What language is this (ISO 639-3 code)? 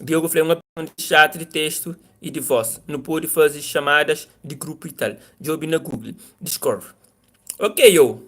kea